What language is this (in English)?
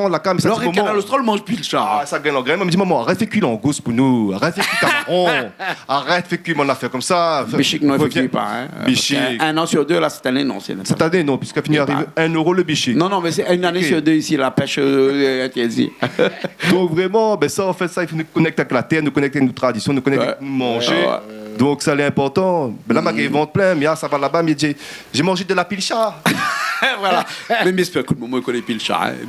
Réunion Creole French